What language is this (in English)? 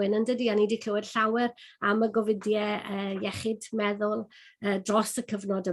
Welsh